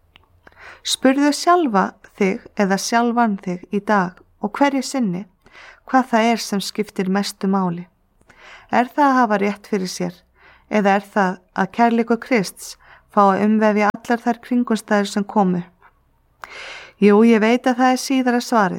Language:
Icelandic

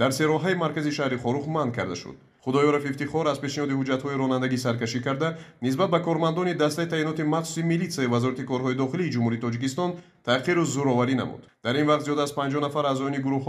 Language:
Tajik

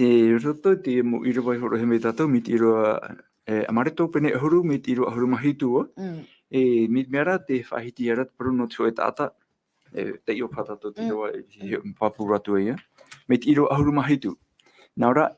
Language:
Tahitian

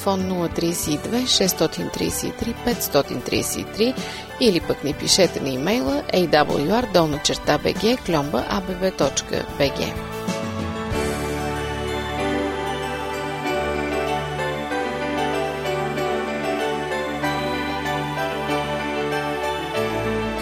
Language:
Bulgarian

